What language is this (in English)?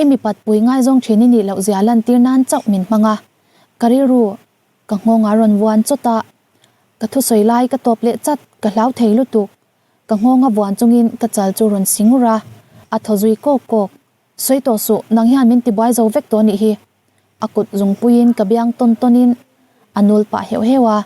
Mizo